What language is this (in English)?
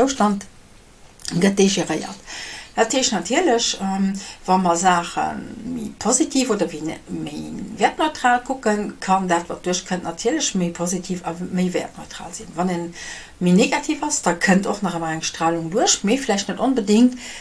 Luxembourgish